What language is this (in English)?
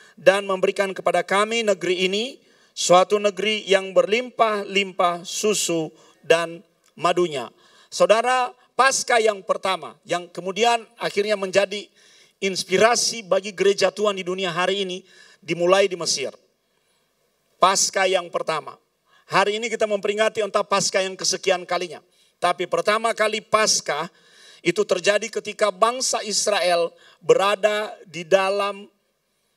Indonesian